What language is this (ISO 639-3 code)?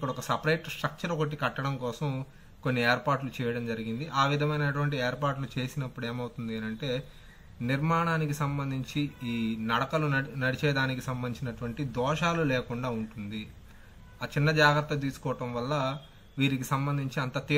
tel